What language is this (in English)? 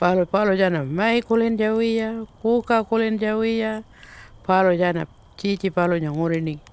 Pitjantjatjara